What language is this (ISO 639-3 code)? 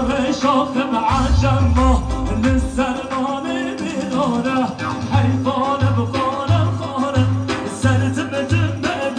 kur